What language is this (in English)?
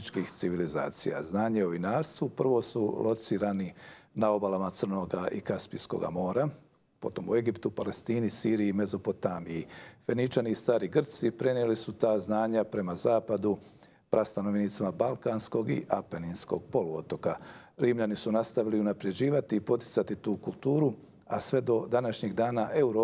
Bosnian